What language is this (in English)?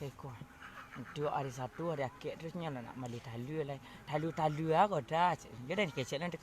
Minangkabau